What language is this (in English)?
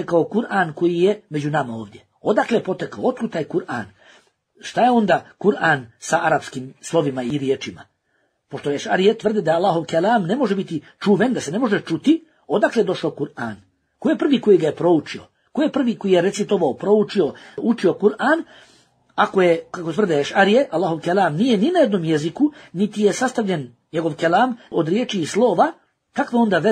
Bosnian